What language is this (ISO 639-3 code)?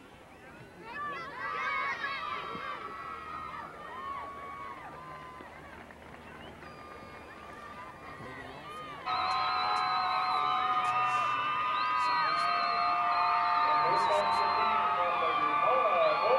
eng